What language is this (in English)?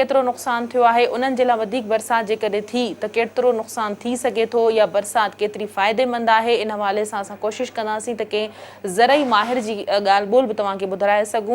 Sindhi